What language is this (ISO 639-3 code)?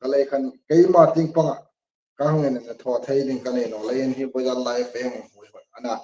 hmr